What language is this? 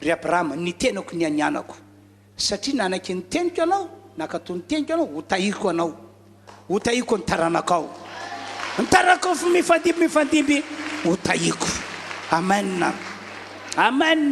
Malagasy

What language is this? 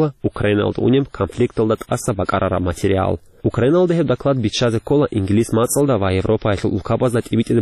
Avaric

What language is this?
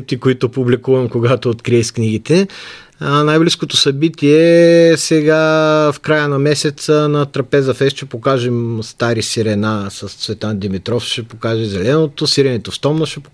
Bulgarian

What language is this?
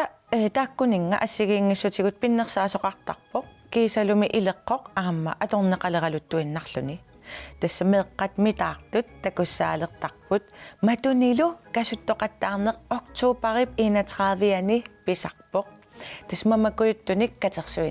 Kalaallisut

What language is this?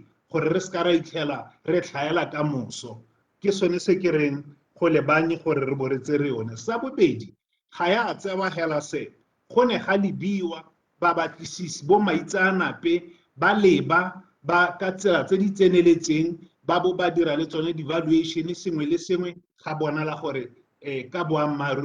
Tswana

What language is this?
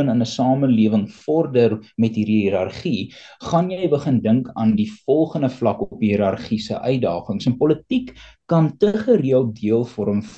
Afrikaans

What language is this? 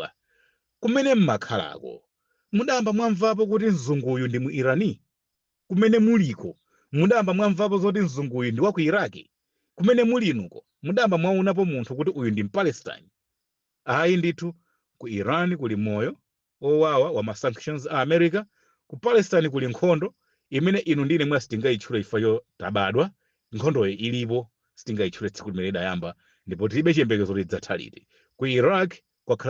Nyanja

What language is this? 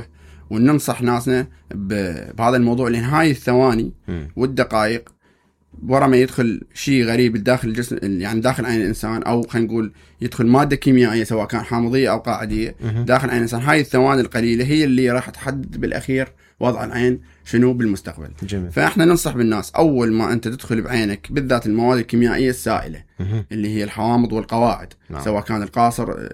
Mesopotamian Arabic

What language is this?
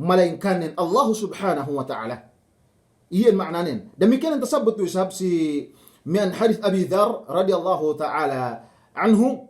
Yakan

